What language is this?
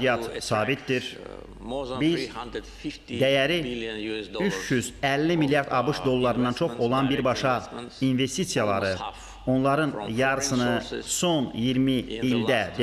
Azerbaijani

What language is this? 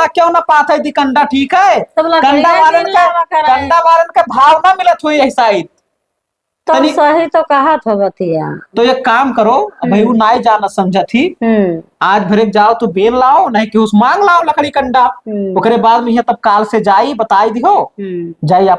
Awadhi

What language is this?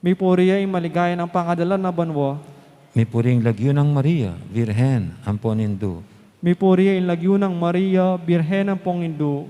Pampanga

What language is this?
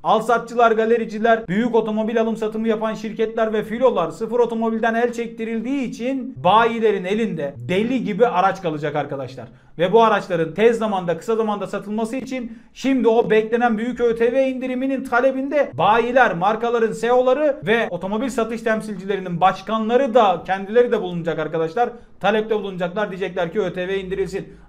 Turkish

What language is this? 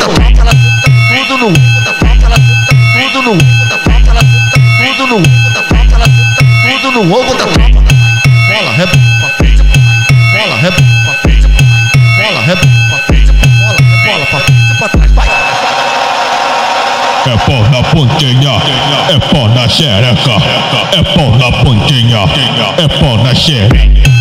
Portuguese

